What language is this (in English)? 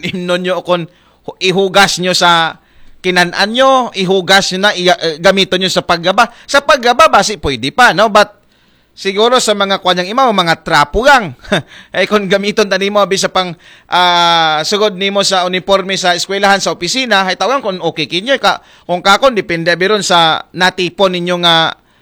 Aklanon